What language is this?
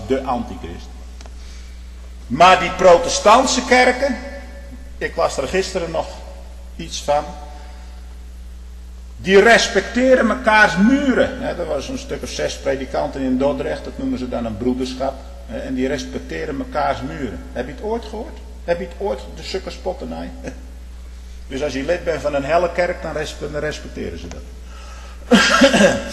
Dutch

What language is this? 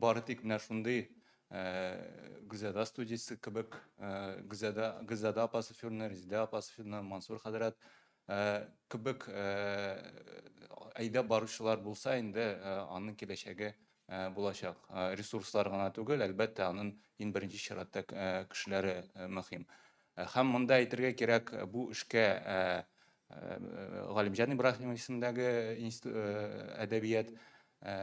Tatar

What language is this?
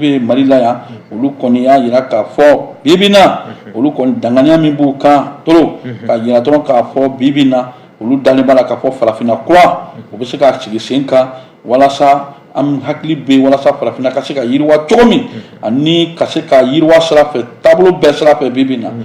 Bambara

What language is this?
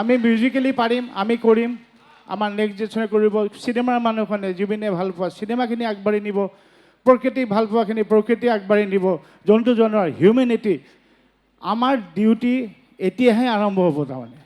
Assamese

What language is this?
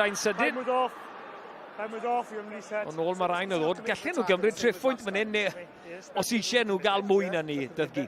Welsh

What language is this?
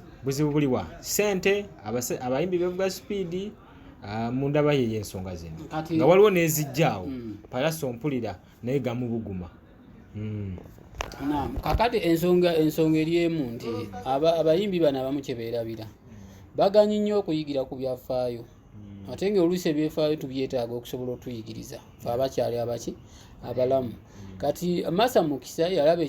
Ganda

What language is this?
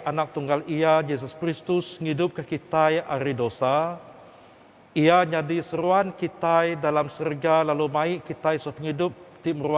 Iban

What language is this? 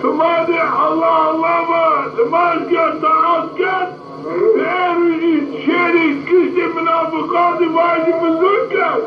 Zaza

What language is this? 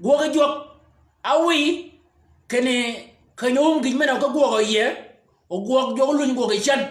Shilluk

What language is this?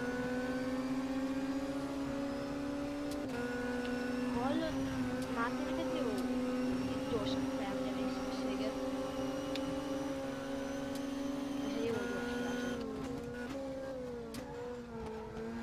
Hungarian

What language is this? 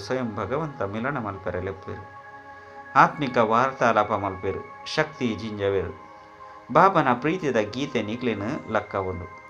Tulu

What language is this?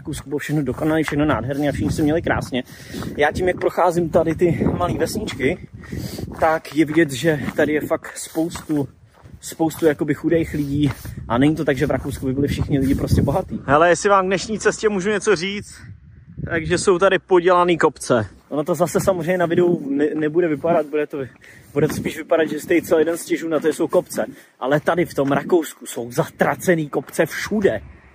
Czech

